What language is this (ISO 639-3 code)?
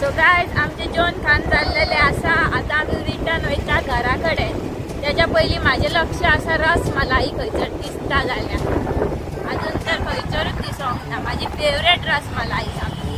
kok